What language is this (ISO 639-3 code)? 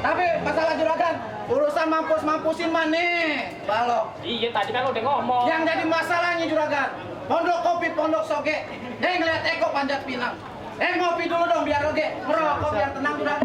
bew